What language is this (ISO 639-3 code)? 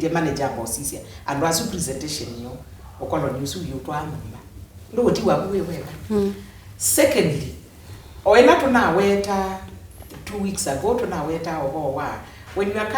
kam